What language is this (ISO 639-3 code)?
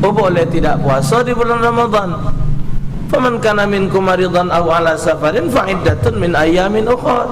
mui